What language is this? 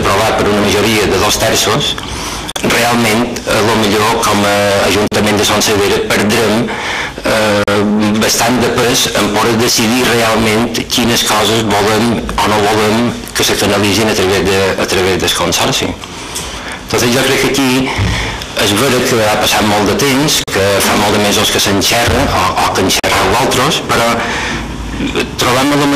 Catalan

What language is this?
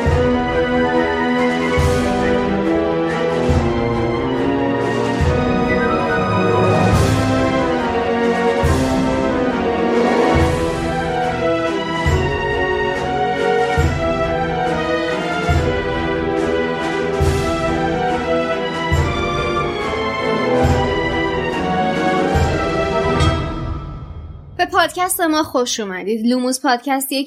Persian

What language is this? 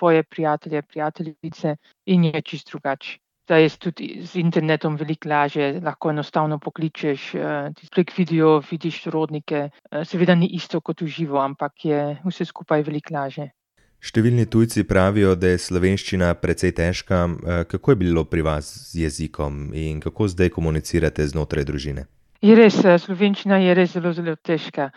Slovenian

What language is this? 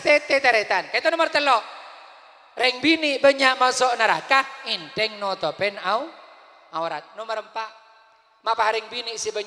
Madurese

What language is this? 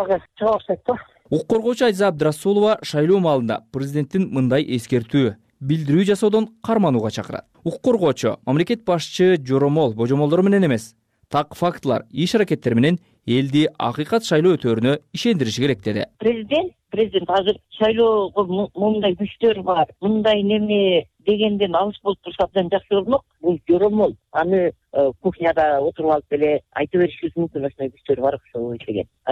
Kyrgyz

